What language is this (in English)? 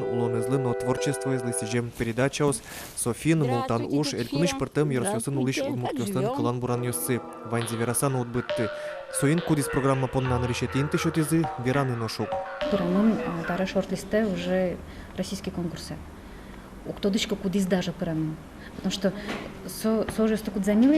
Udmurt